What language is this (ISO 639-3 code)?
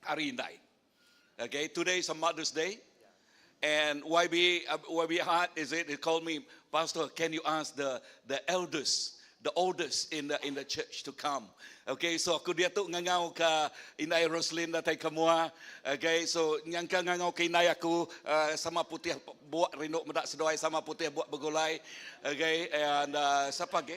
iba